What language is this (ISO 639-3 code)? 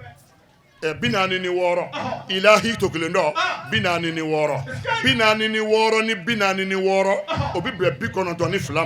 bam